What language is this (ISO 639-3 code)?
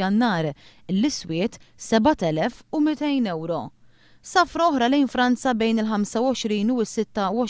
mlt